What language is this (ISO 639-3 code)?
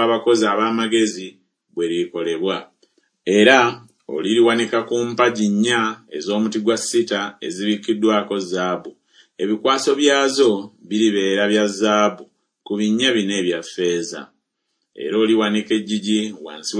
lug